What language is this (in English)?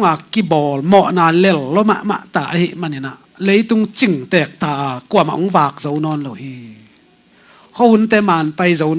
Tedim Chin